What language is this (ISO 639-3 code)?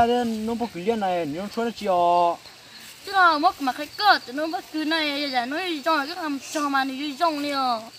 hmn